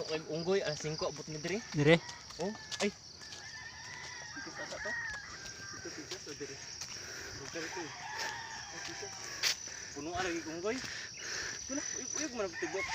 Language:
Cebuano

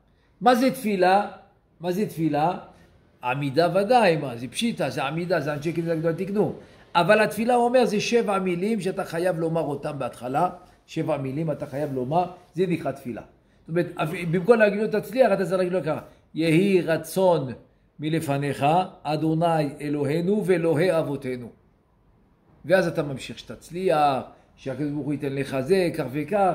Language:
Hebrew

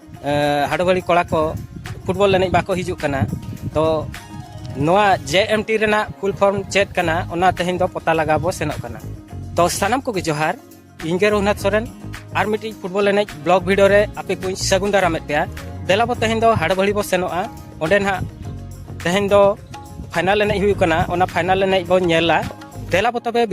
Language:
Santali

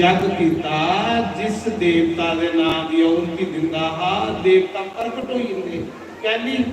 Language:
Dogri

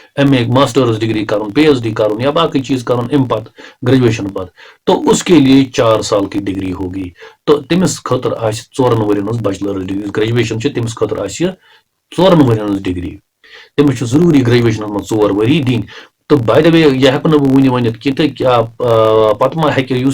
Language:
Kashmiri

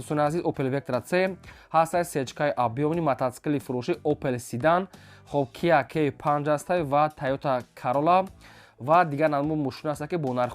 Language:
Tajik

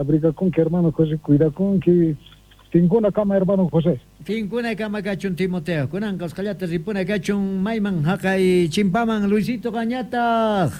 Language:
South Bolivian Quechua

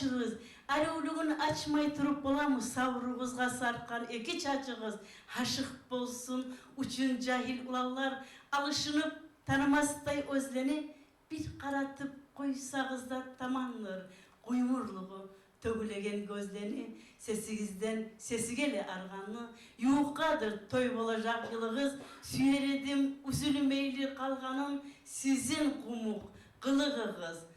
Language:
Kumyk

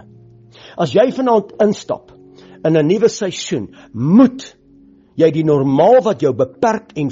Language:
Afrikaans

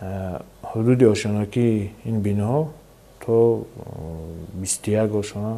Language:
Tajik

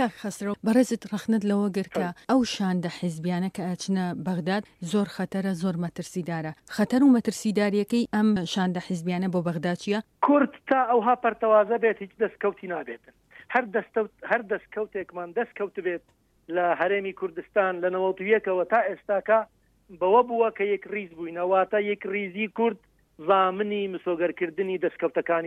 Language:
Central Kurdish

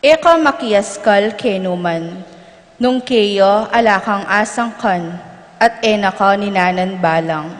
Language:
Pampanga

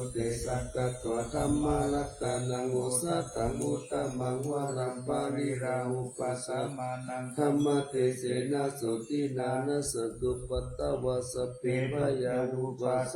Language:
Pali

